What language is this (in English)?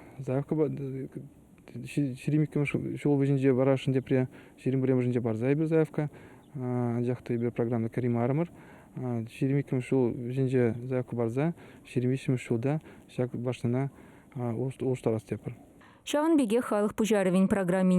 Chuvash